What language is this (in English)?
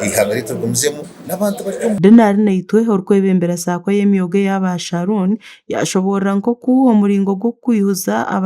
Nyankole